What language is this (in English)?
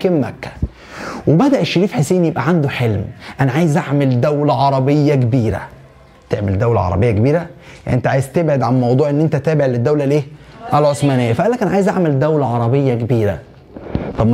Egyptian Arabic